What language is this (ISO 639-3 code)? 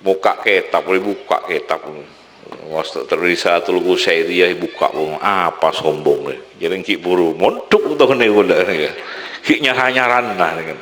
mad